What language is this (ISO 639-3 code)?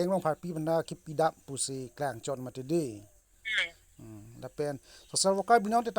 mjw